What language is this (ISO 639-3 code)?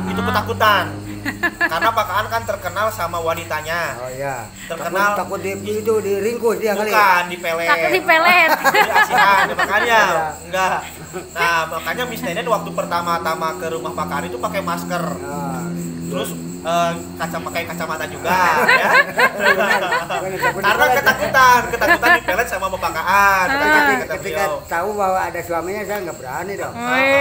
ind